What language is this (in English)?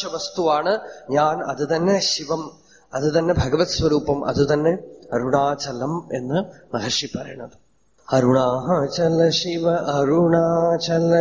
Malayalam